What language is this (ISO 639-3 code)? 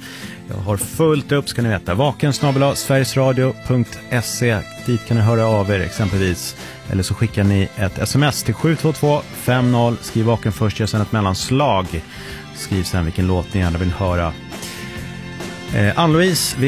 swe